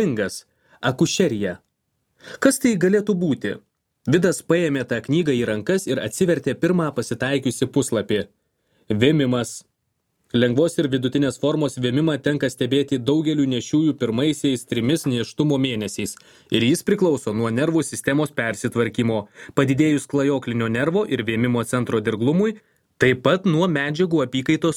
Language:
Lithuanian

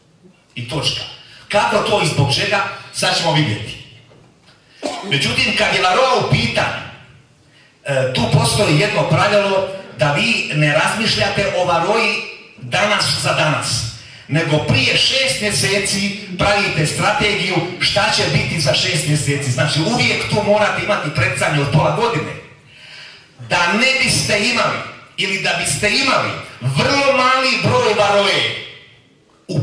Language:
Croatian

